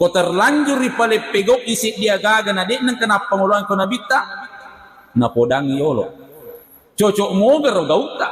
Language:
Buginese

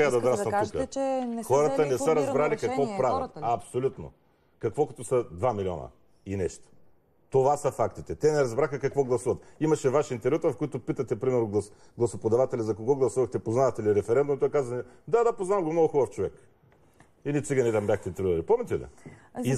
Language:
Bulgarian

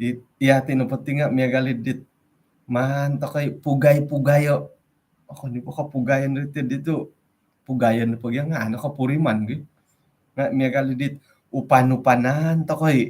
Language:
Central Dusun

